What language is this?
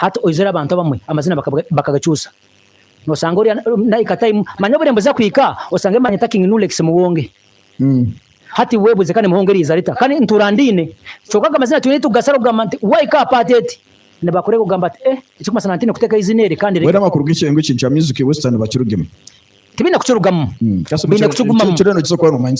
Nyankole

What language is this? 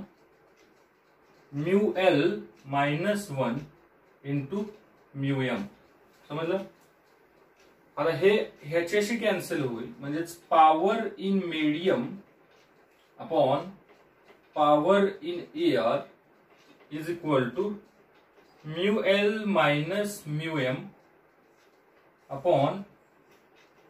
Marathi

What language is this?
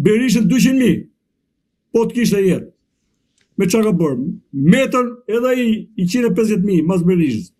Albanian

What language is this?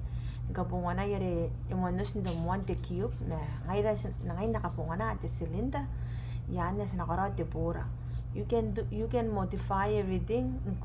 Gilbertese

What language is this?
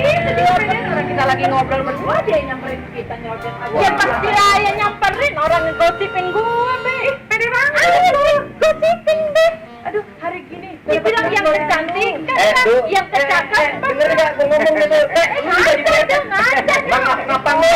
Betawi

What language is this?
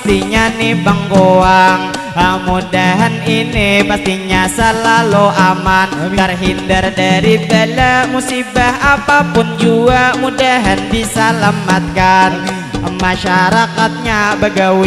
Banjar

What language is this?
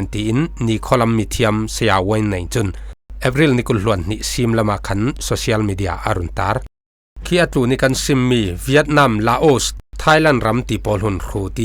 Falam Chin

